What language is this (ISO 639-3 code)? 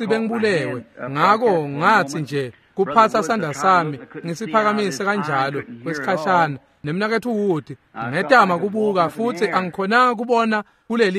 ssw